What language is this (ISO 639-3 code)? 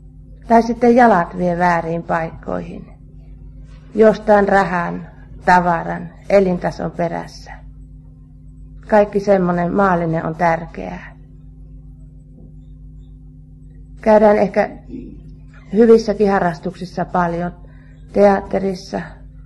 fin